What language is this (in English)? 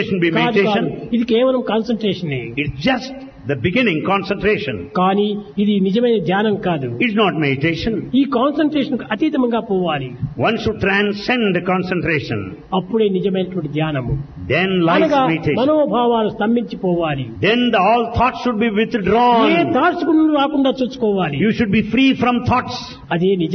Telugu